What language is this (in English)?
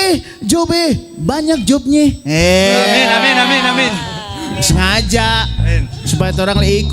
Manado Malay